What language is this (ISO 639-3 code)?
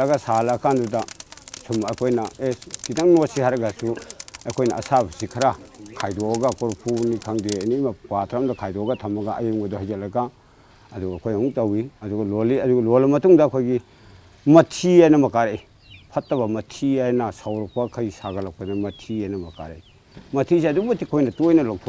mni